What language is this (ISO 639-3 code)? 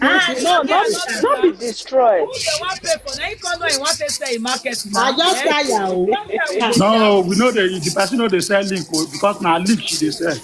pcm